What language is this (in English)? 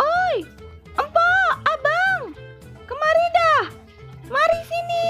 Betawi